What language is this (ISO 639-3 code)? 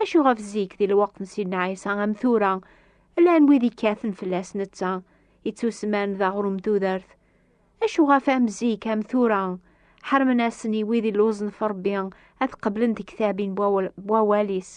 kab